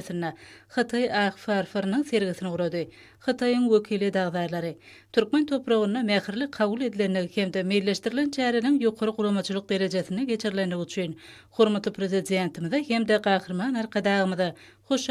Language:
Turkmen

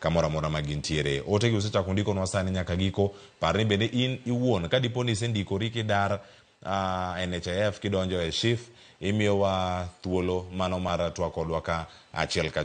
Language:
Luo (Kenya and Tanzania)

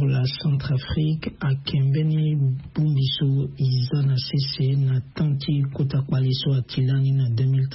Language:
Sango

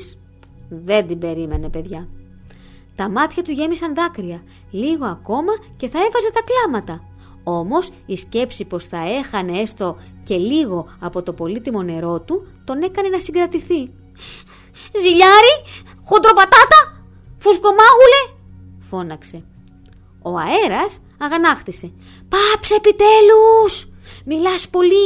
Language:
Greek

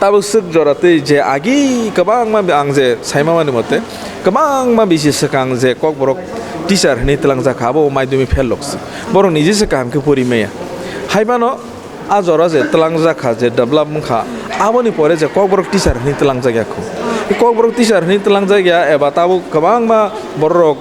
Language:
Kok Borok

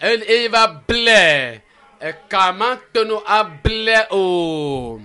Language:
Ewe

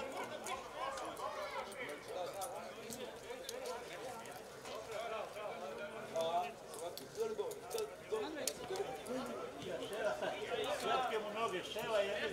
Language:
Serbian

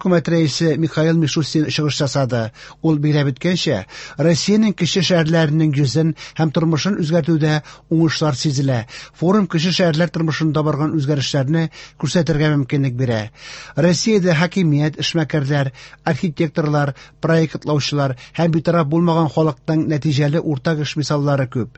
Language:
Tatar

